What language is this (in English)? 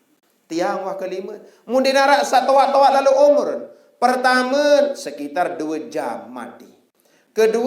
Sasak